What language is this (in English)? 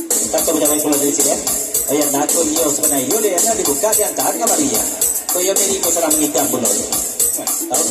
Minangkabau